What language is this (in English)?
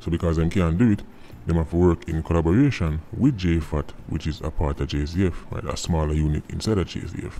Jamaican Creole English